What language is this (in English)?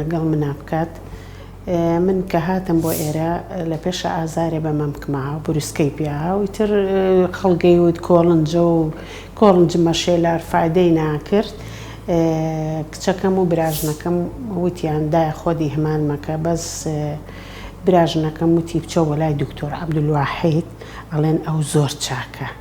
Central Kurdish